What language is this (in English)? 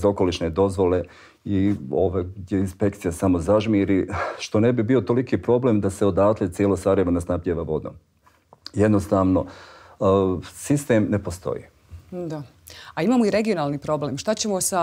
Bosnian